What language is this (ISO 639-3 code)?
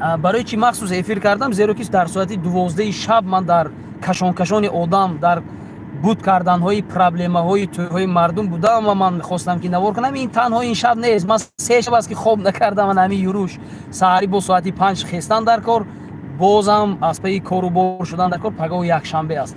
tgk